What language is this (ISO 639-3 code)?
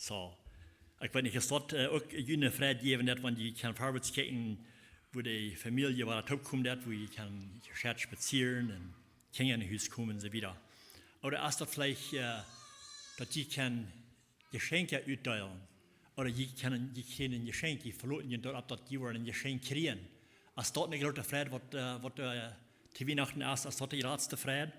pdt